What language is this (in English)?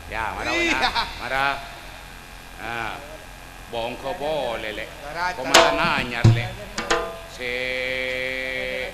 Indonesian